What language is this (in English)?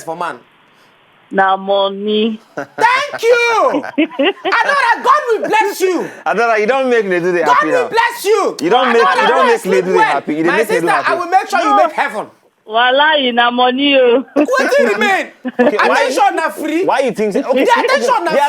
Nigerian Pidgin